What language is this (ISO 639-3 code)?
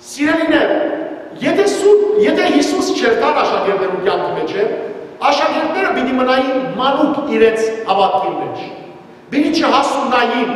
hyw